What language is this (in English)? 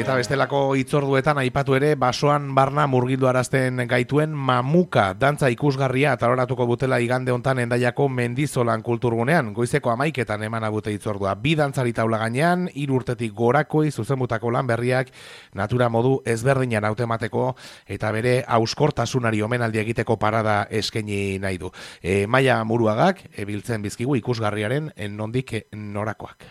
Basque